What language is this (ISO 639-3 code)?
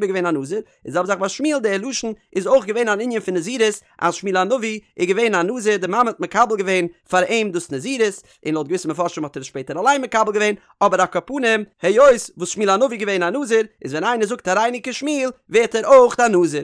yid